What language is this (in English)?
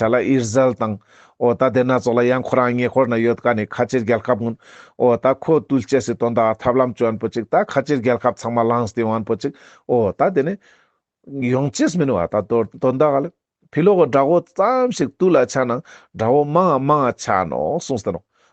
Ladakhi